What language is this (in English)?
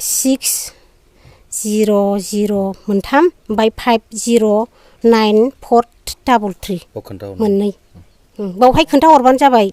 Bodo